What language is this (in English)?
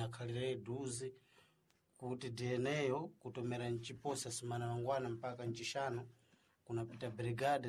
Sena